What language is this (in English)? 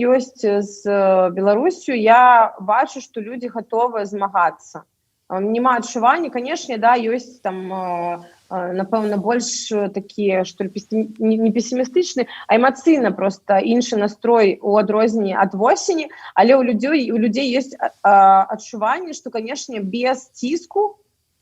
Belarusian